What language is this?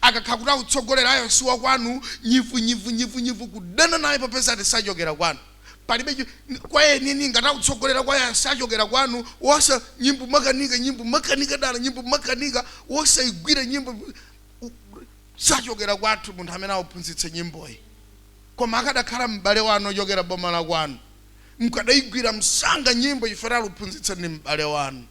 Nyanja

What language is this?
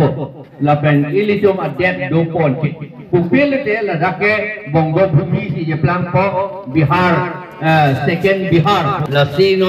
Karbi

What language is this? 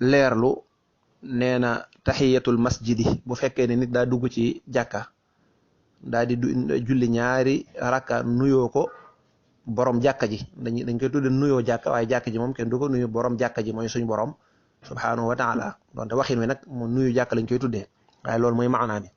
Wolof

